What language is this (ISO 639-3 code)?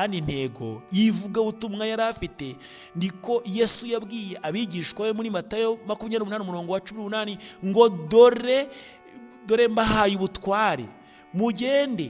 kin